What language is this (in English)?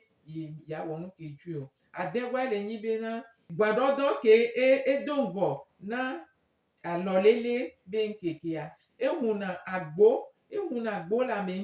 Gen